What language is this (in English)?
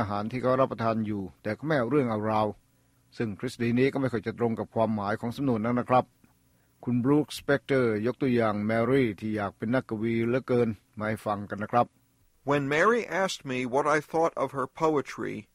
Thai